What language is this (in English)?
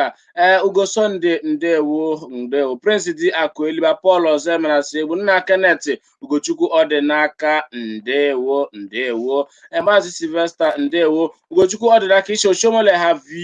Igbo